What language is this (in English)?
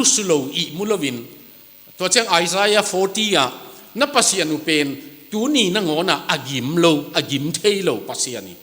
Tedim Chin